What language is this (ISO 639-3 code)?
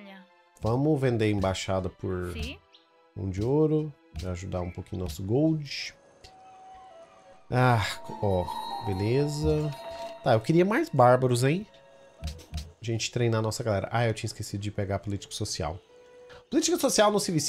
por